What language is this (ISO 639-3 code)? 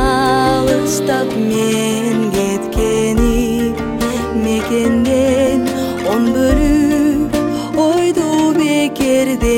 kir